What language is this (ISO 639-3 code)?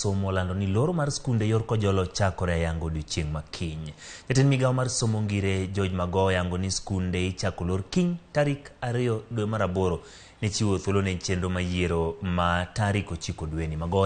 luo